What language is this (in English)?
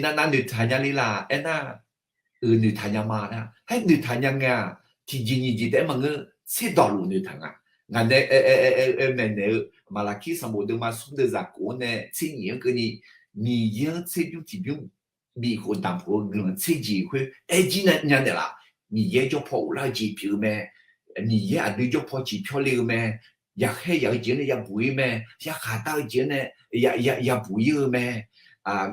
Akha